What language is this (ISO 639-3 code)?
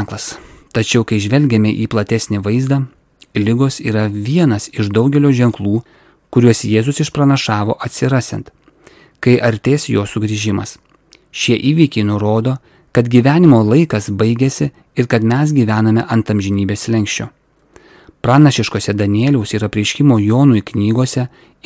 lit